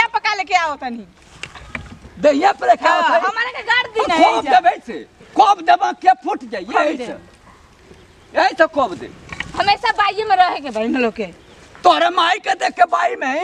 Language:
Bhojpuri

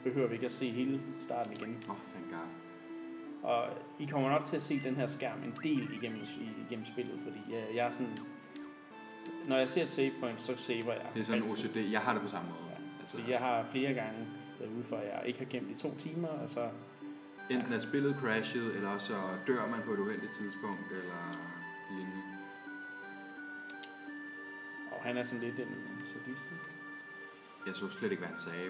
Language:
Danish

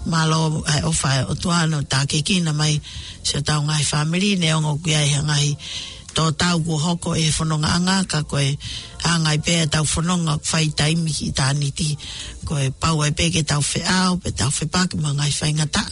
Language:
Tongan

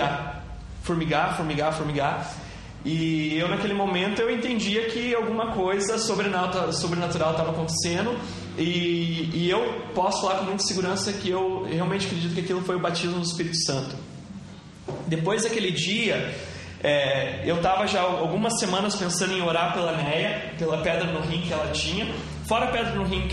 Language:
Portuguese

